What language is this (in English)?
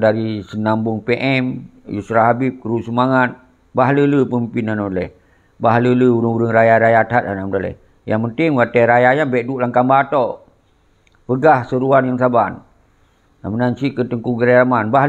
Achinese